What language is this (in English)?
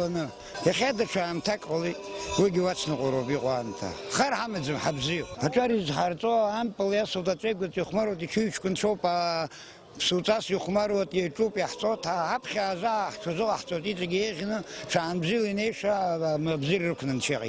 Abkhazian